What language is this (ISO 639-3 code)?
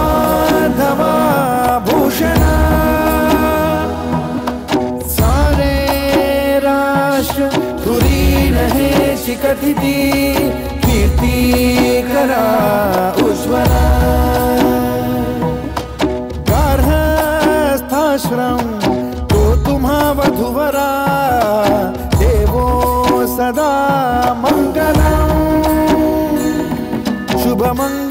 mar